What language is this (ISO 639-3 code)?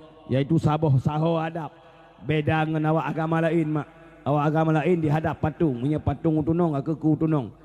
ace